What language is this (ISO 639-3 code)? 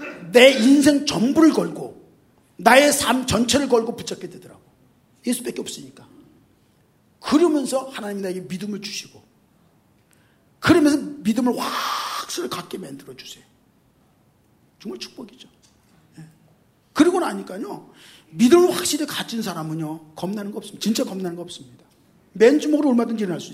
kor